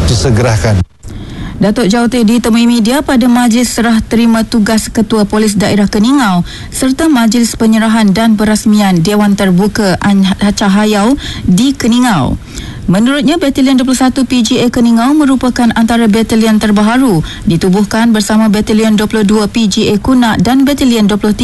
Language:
Malay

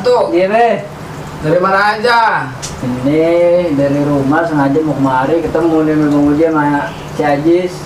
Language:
Betawi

